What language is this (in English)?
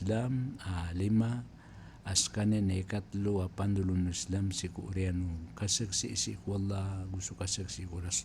Maranao